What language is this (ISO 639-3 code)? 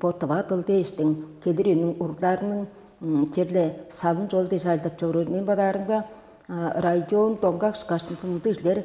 tyv